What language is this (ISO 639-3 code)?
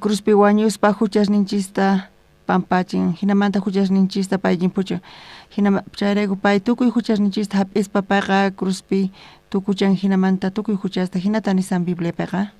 quh